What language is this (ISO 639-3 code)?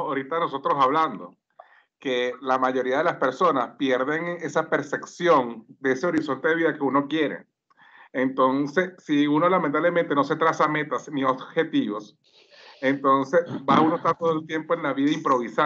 spa